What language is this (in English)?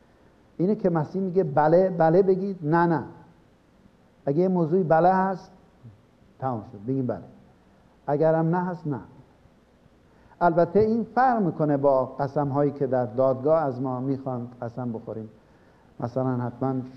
Persian